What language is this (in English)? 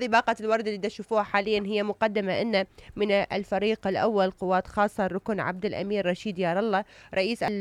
Mesopotamian Arabic